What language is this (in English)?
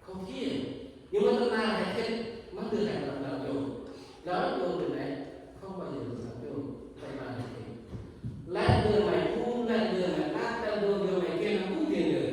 Central Mnong